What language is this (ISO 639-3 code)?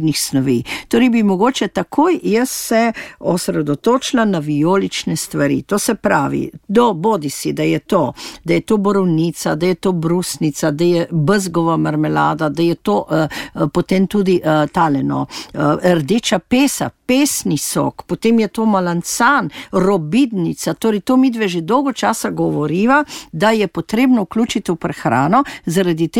slv